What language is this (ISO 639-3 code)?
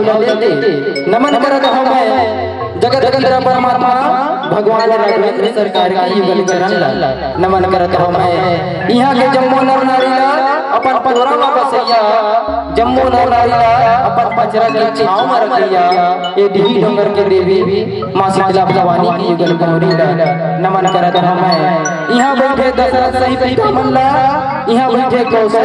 hne